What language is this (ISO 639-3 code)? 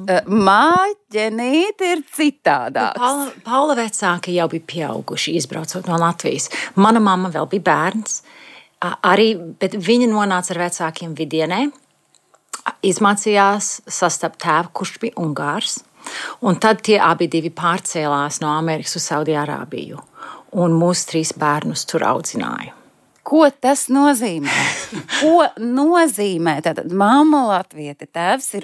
lav